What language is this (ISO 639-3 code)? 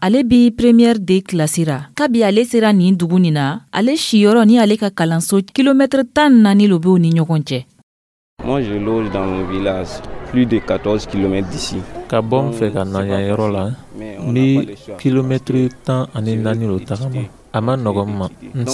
dyu